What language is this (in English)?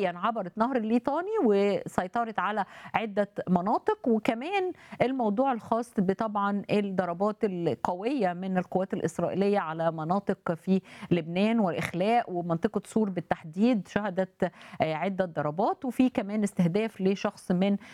Egyptian Arabic